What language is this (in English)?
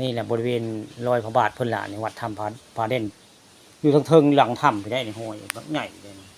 Northeastern Thai